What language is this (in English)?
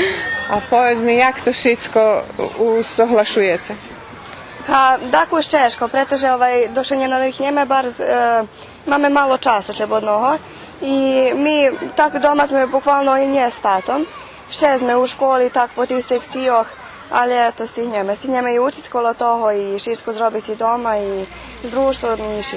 Rusyn